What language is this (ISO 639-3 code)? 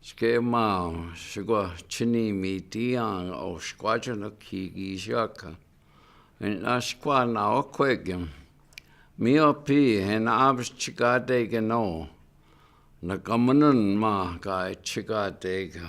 ciw